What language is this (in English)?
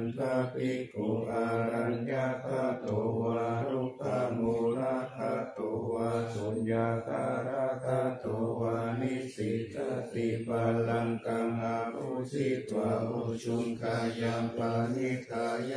Pali